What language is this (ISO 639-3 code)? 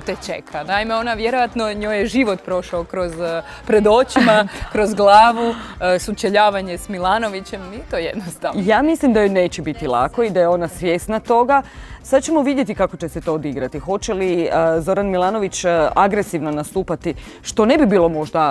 hrv